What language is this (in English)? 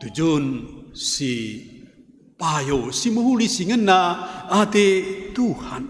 Batak Karo